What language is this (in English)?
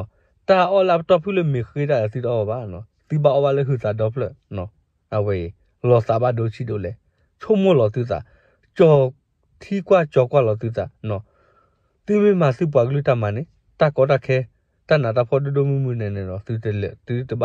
S'gaw Karen